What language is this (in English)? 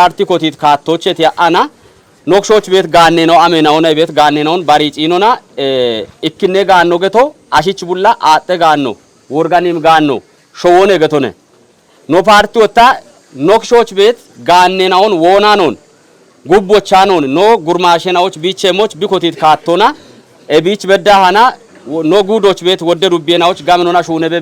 Kafa